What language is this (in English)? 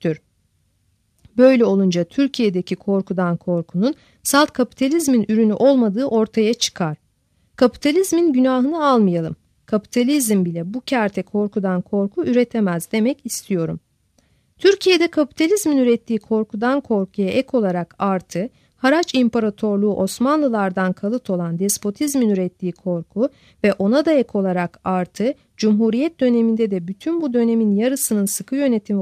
Turkish